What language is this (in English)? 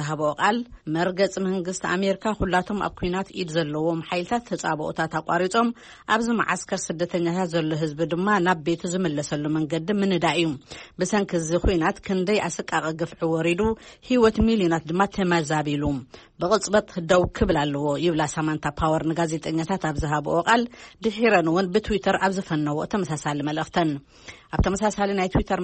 Tigrinya